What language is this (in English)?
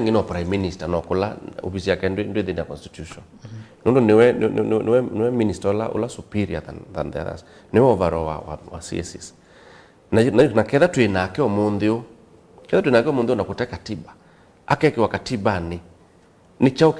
Kamba